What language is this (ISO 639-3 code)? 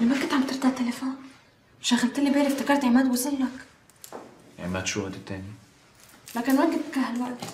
apc